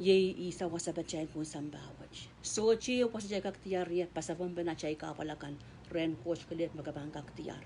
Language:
Pohnpeian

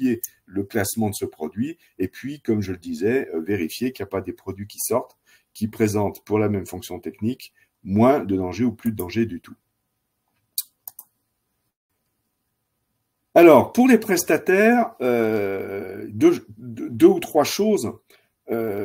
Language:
French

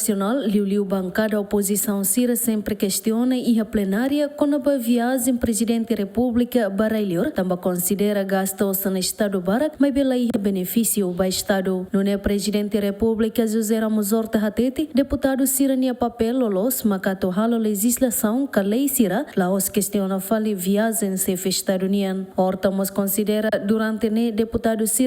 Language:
Tetum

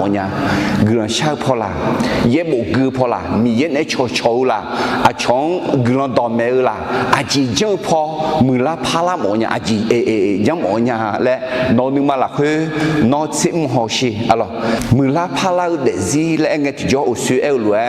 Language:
Akha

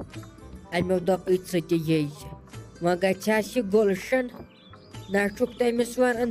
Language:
Kashmiri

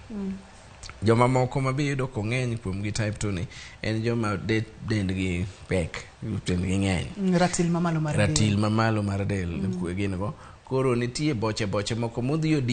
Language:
Luo (Kenya and Tanzania)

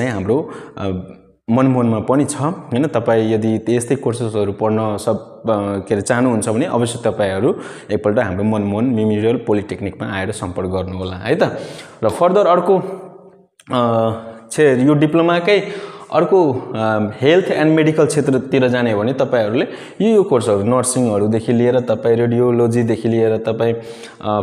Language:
Nepali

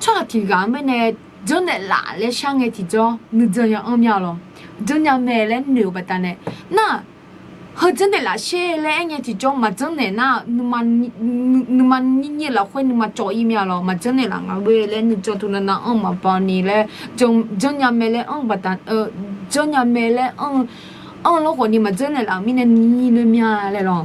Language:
Akha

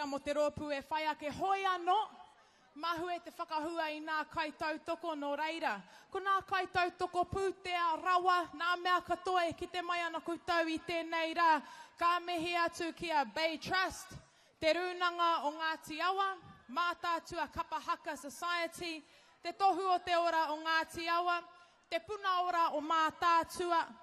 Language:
Māori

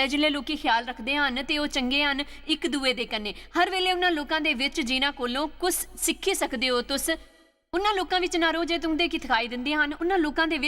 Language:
Dogri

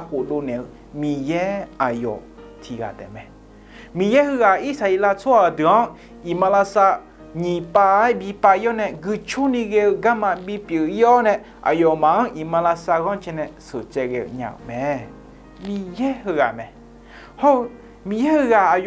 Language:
Akha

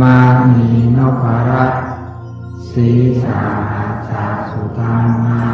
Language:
Pali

